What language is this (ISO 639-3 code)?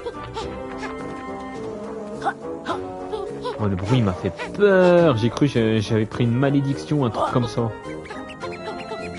fra